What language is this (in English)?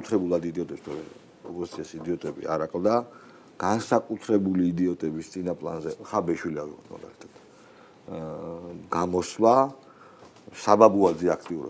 Georgian